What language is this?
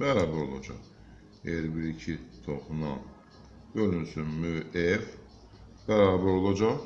Azerbaijani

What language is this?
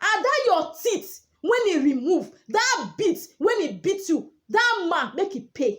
Nigerian Pidgin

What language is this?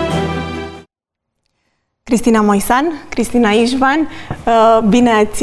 Romanian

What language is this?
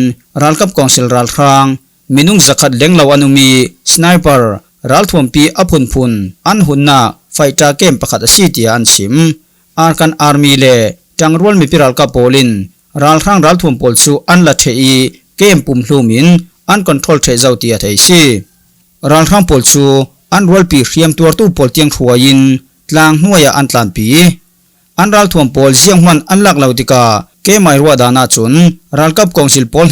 Falam Chin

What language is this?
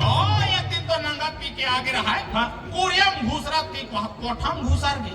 Chhattisgarhi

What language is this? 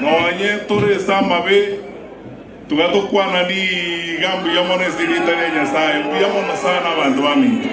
Gusii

